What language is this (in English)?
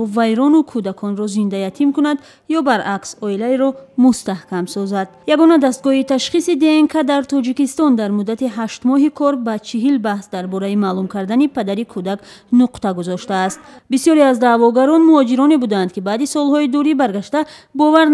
Tajik